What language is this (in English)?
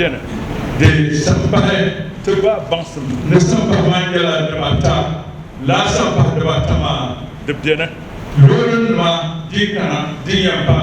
Dagbani